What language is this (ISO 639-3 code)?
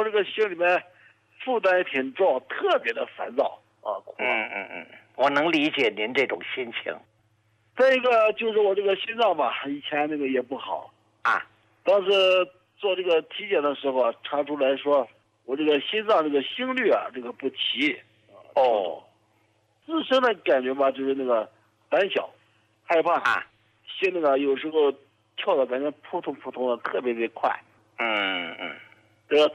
zho